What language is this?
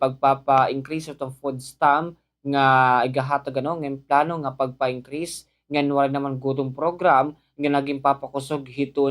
Waray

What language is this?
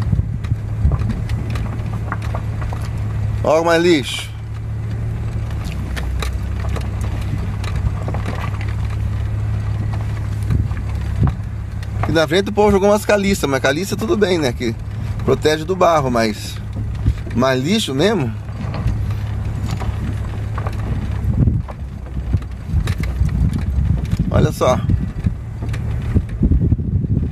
Portuguese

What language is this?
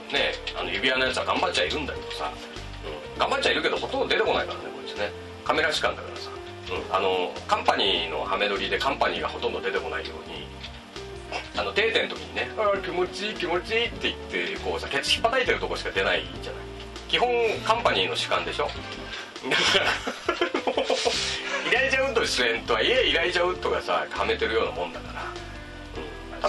Japanese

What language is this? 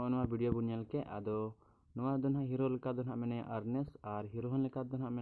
Santali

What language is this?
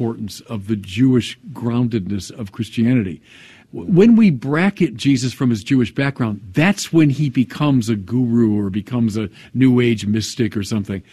English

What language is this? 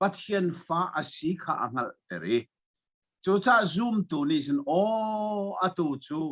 Hakha Chin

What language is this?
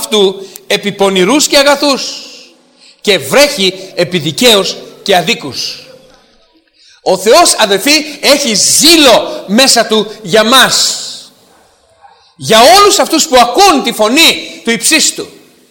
Greek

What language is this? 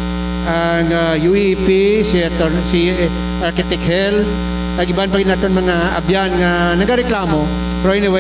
Hiligaynon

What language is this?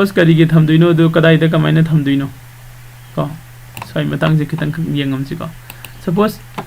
Manipuri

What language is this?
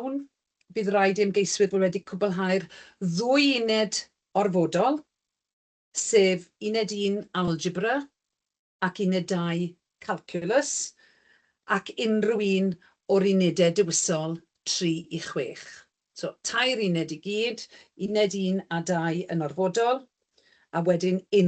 Welsh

